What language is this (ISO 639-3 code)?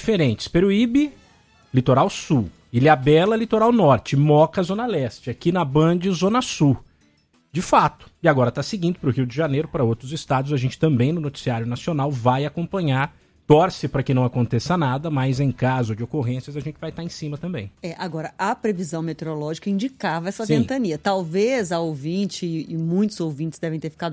por